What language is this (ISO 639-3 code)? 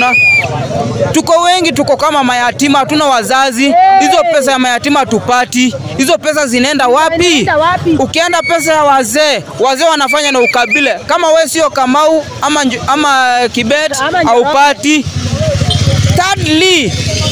swa